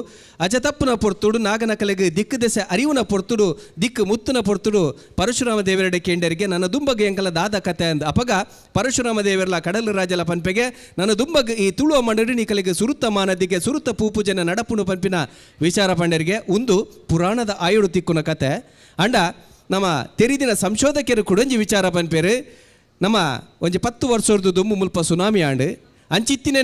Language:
Tulu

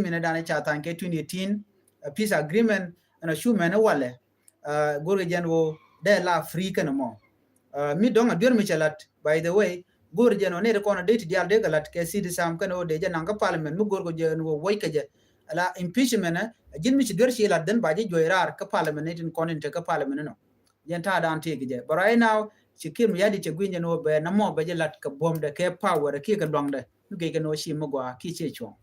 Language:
Nuer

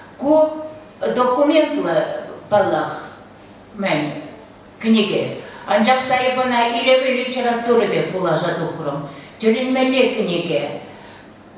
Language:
Chuvash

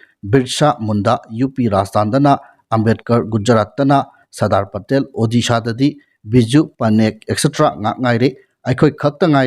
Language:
Manipuri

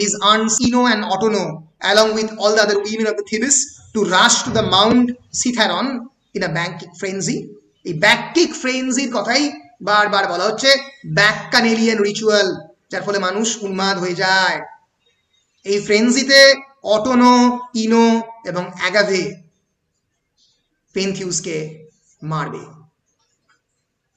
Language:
Bangla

